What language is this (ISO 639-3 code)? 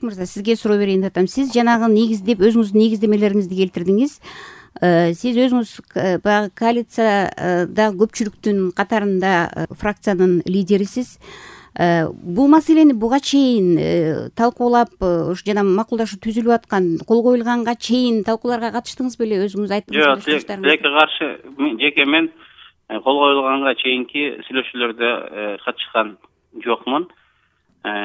kir